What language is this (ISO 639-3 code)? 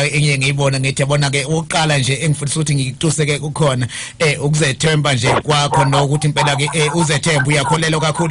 zul